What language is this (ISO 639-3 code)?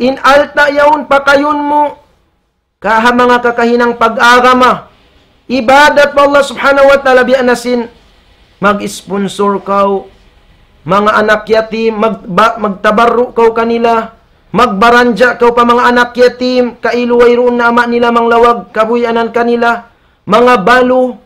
tsg